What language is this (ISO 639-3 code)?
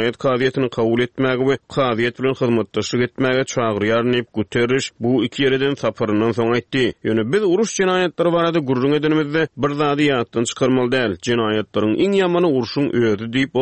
tuk